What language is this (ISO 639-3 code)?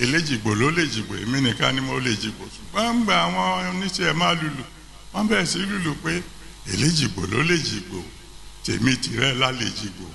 yor